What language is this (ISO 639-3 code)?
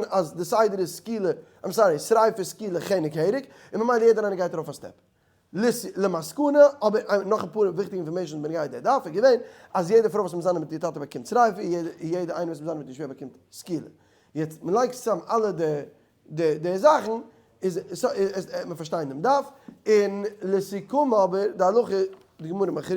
yid